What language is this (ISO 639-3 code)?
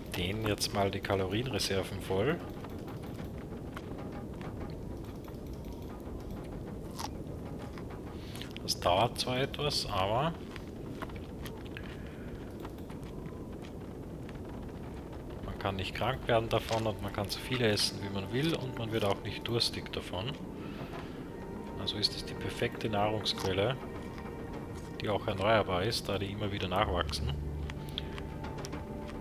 deu